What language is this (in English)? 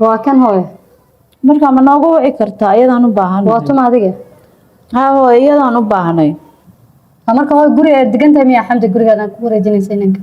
Somali